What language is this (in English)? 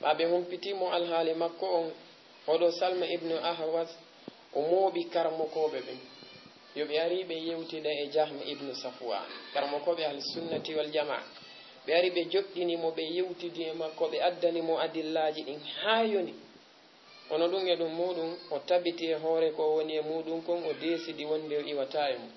Fula